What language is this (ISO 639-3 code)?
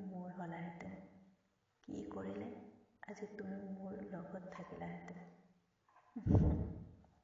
asm